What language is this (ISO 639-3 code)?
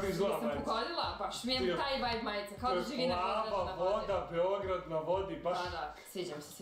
srp